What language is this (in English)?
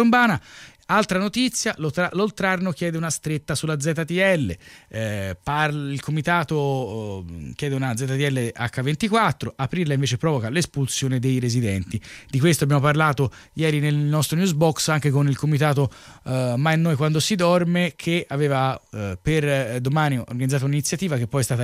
Italian